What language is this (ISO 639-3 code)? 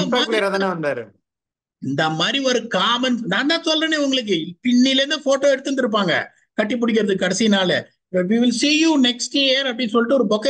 tam